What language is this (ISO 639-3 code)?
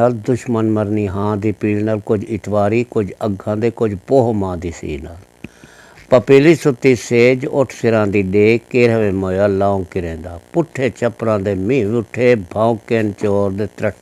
skr